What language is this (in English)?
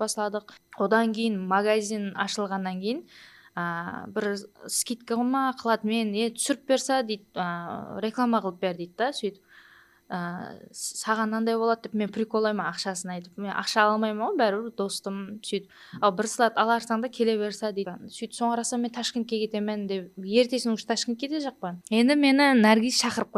Kara-Kalpak